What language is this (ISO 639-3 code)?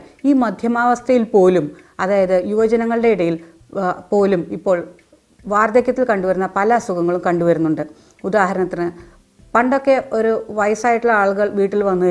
mal